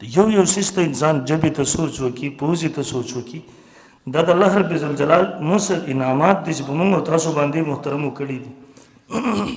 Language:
Pashto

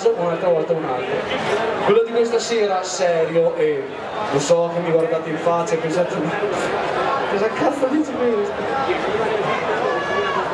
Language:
Italian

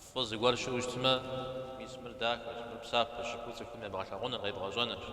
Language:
Kabardian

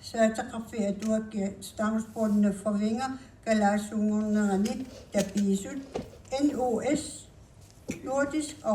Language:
Kalaallisut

